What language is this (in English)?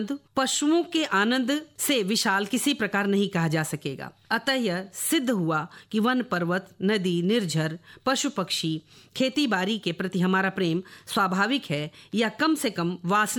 Hindi